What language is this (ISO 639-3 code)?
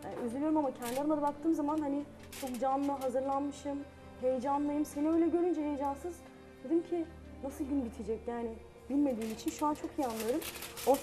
tur